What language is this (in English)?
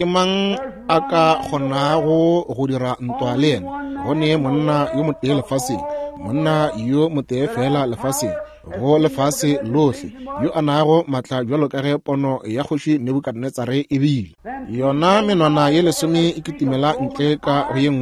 Northern Sotho